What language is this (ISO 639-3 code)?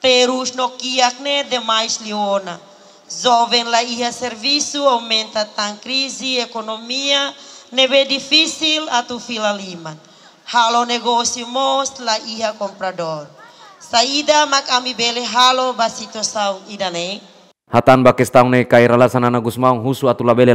tet